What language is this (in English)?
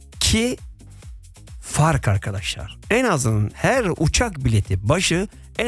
Turkish